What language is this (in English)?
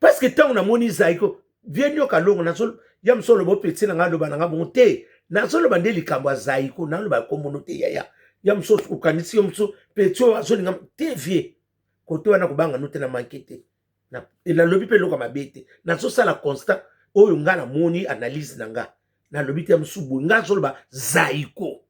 Lingala